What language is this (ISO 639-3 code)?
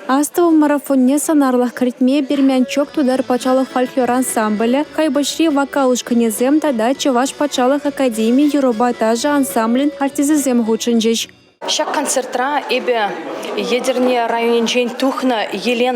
chv